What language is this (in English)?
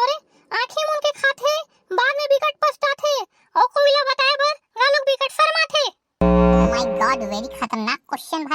Chhattisgarhi